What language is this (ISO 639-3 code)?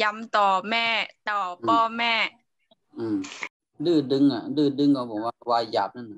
shn